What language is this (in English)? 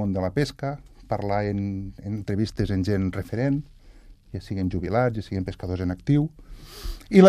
Catalan